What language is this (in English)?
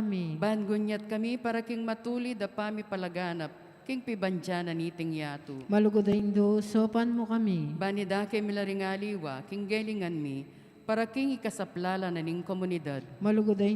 Pampanga